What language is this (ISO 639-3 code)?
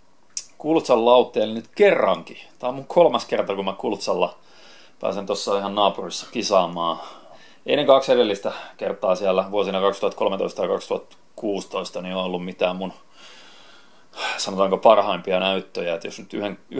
fin